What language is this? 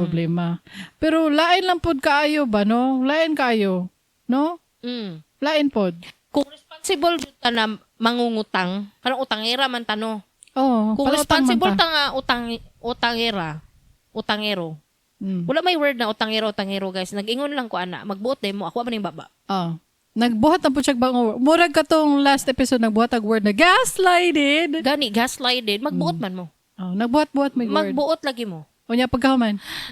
Cebuano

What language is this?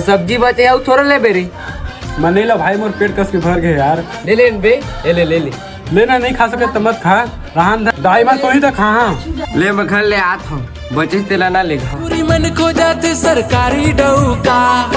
Chhattisgarhi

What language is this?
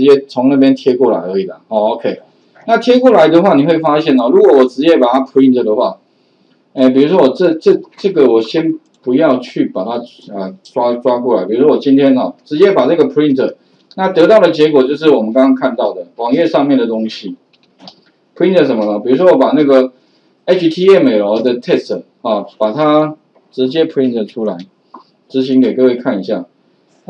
Chinese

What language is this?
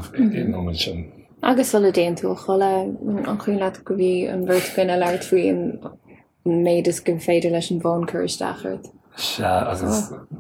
Irish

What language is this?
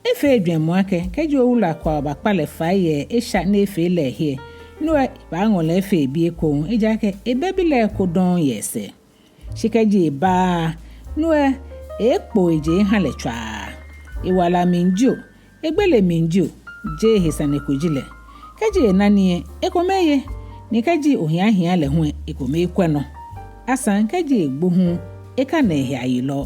Ga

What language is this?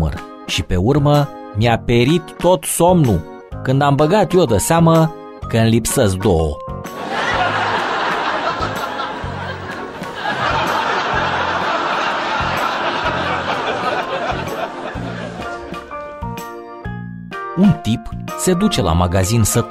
Romanian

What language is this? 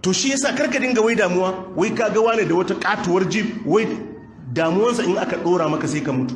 Hausa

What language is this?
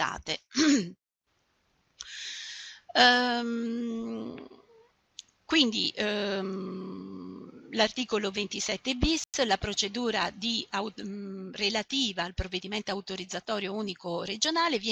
Italian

